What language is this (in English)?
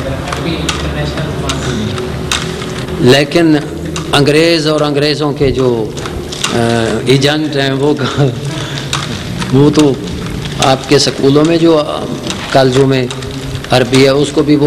Urdu